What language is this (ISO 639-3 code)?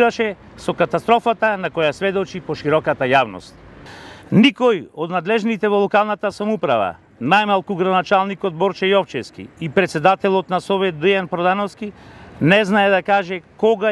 mkd